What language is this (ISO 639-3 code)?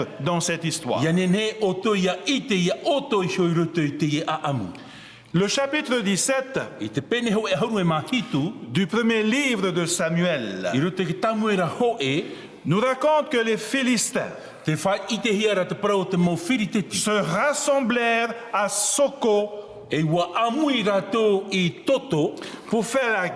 tah